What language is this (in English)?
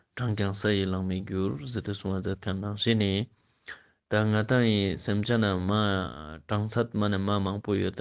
Ladakhi